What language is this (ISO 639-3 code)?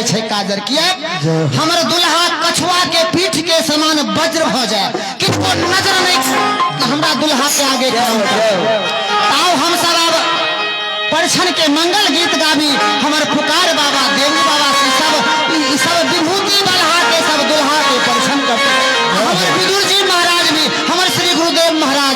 mai